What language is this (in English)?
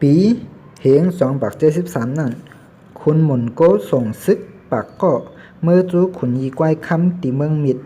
Shan